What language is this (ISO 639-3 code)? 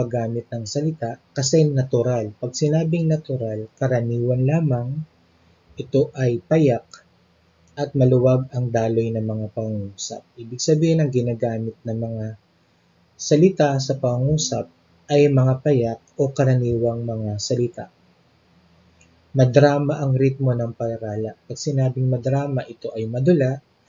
fil